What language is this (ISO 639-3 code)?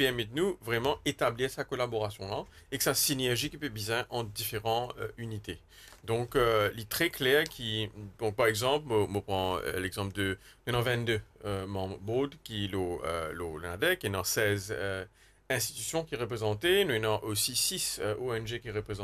mfe